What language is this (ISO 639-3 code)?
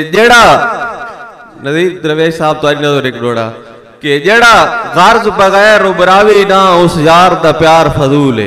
skr